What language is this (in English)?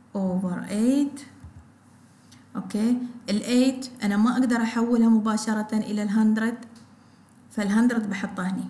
Gulf Arabic